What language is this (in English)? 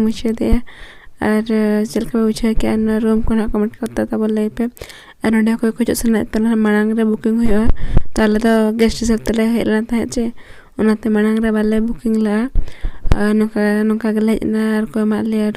Santali